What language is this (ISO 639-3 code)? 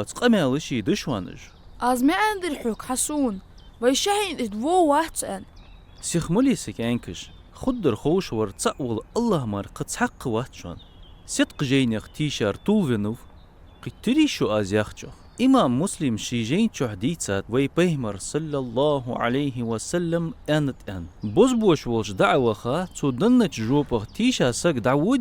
inh